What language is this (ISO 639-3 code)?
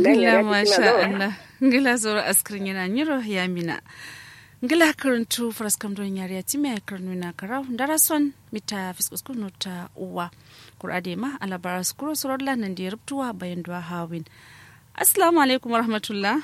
kau